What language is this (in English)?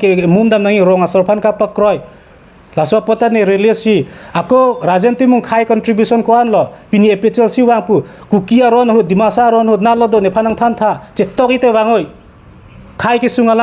Karbi